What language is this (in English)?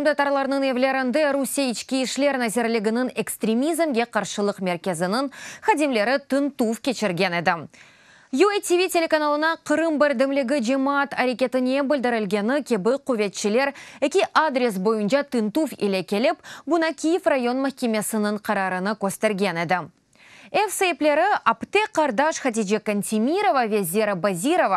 Crimean Tatar